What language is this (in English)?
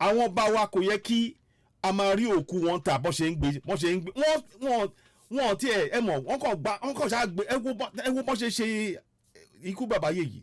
Yoruba